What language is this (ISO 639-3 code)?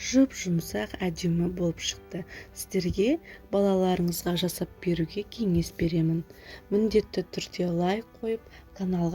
kaz